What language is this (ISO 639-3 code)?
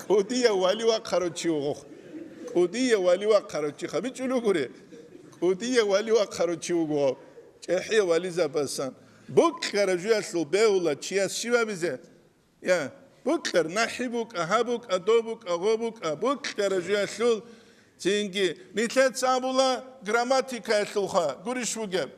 ava